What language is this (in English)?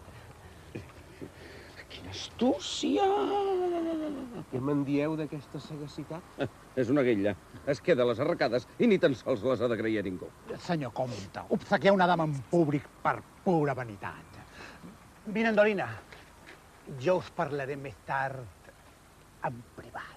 Catalan